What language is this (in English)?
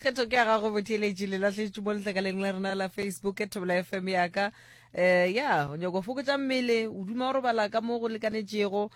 Northern Sotho